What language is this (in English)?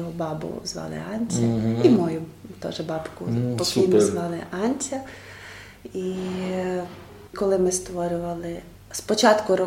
Rusyn